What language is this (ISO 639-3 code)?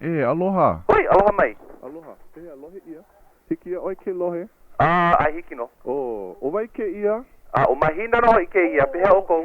haw